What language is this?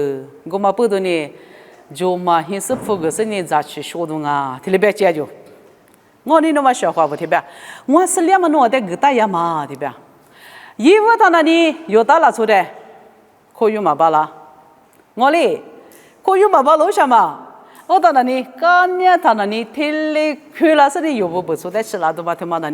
Lisu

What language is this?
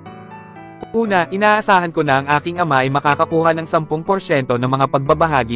Filipino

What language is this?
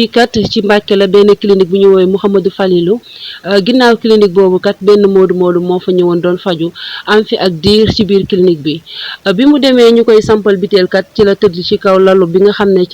Wolof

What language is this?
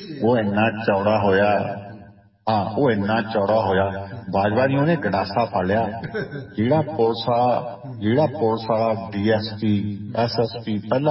Punjabi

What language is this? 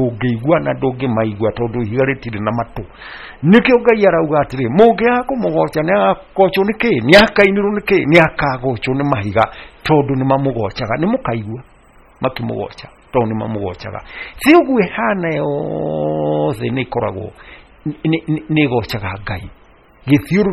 Kikuyu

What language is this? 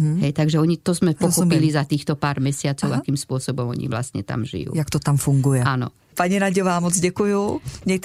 Slovak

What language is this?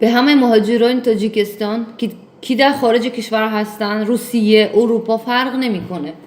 Tajik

